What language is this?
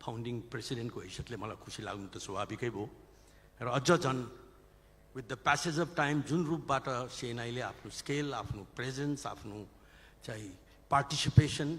Nepali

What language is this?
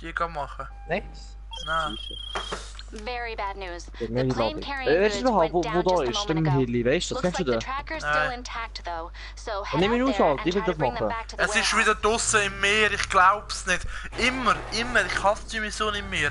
Swiss German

